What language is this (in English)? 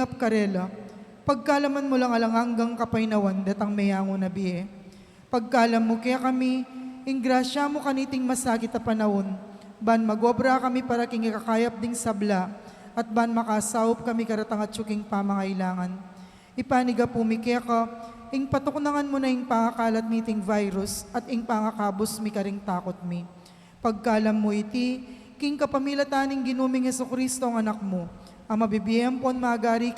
Pampanga